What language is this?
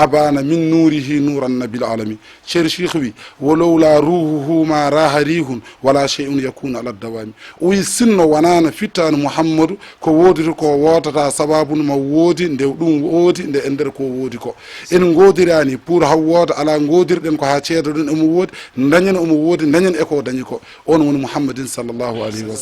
Fula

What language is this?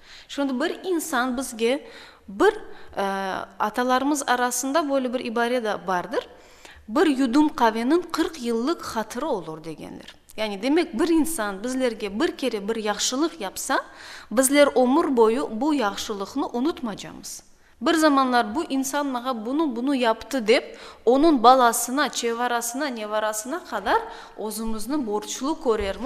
Crimean Tatar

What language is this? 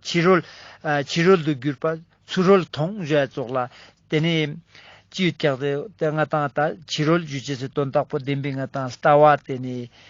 Ladakhi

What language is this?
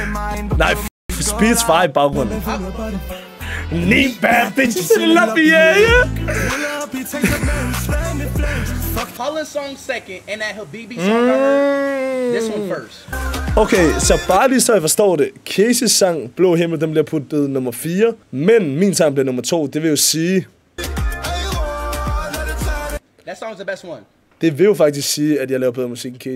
Danish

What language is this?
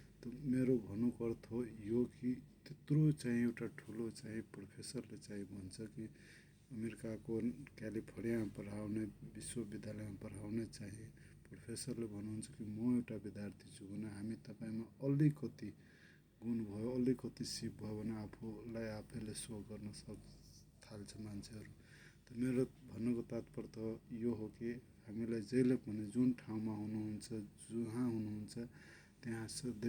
Nepali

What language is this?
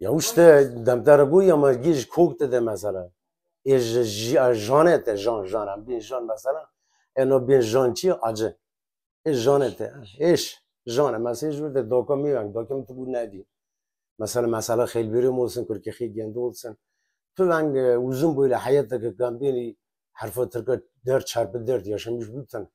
Kurdish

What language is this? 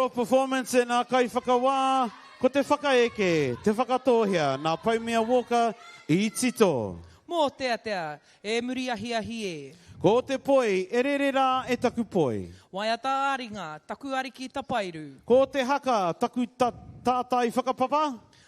Māori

